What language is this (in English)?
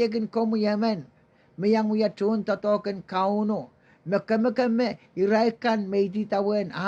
Pohnpeian